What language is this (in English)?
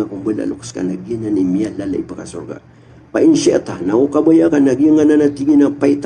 Maranao